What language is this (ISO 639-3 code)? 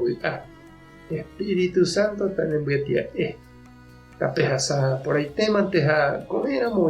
grn